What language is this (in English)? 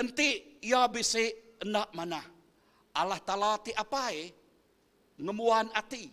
Iban